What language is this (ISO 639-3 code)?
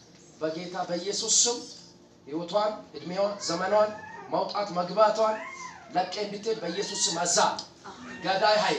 amh